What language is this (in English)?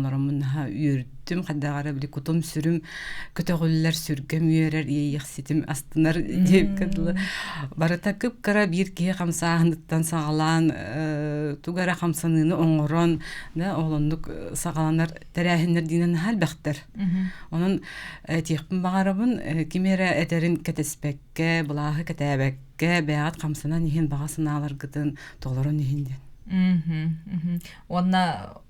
Yakut